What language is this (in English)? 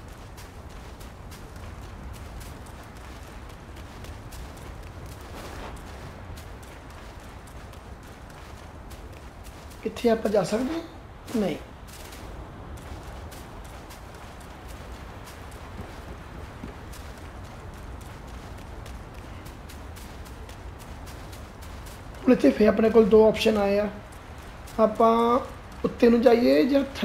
Punjabi